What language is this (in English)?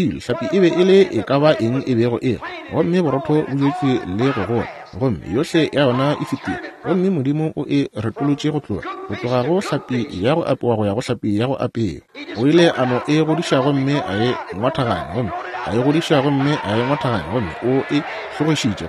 Northern Sotho